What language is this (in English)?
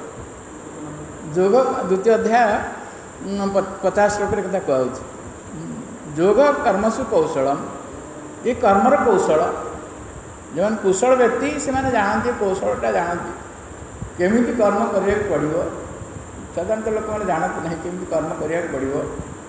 Odia